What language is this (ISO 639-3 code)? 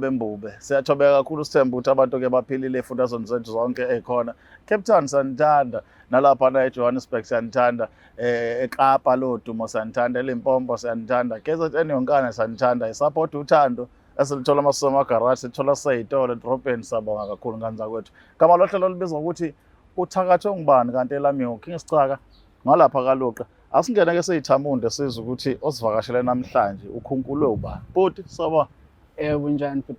zul